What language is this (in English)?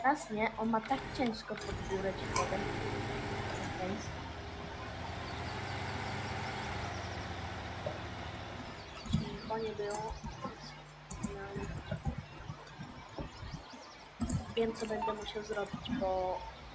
Polish